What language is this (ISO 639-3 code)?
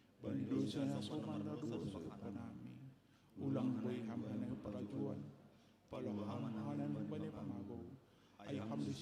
bts